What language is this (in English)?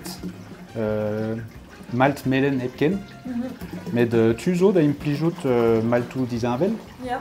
Breton